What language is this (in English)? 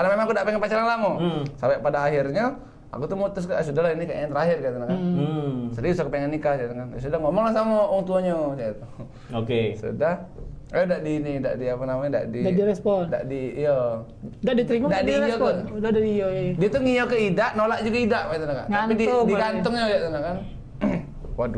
Musi